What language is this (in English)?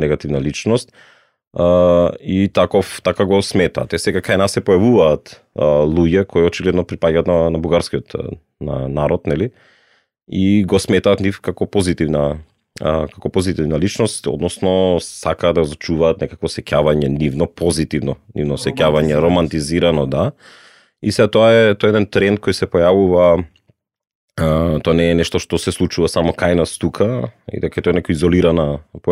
Macedonian